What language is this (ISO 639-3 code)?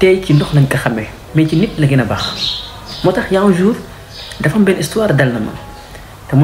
wol